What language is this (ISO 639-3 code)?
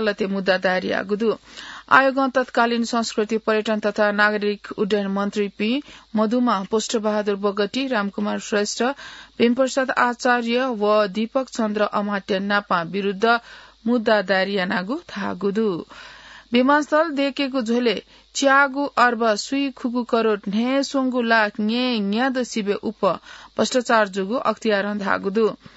new